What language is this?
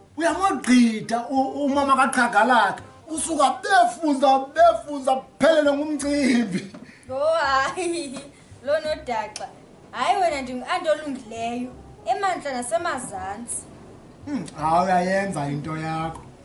Xhosa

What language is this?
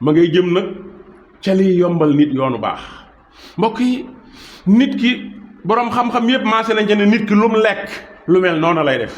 Wolof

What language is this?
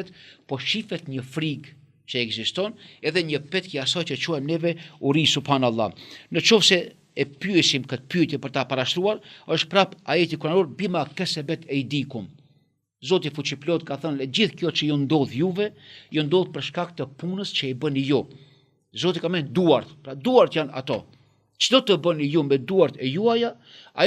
Albanian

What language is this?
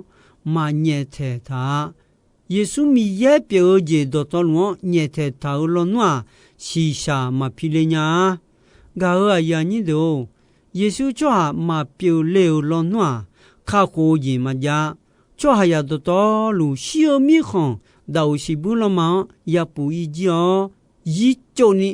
Akha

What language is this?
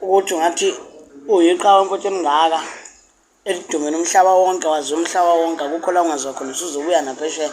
Zulu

